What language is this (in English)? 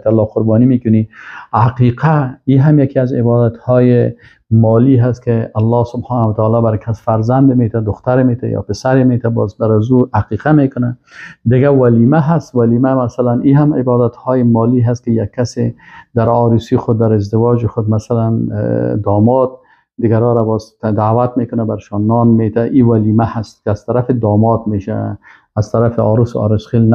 Persian